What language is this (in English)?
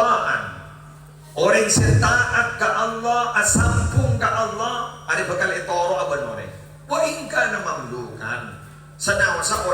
Madurese